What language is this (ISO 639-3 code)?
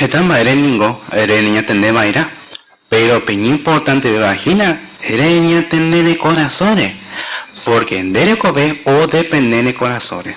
grn